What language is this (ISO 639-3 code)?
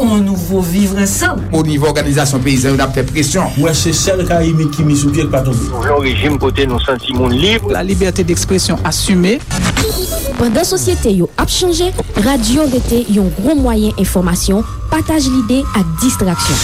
hat